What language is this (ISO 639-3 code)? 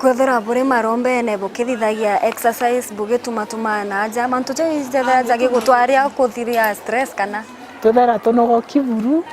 mer